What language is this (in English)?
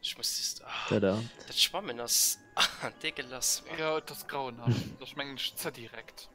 Luxembourgish